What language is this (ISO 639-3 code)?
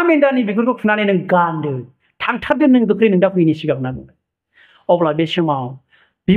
brx